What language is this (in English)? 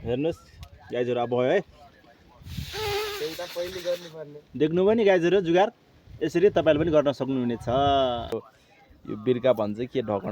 Nepali